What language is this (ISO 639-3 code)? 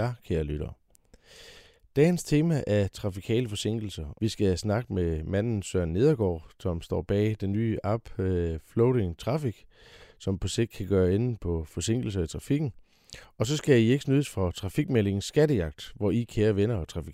dan